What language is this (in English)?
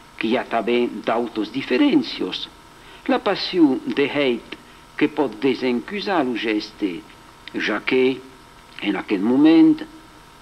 Occitan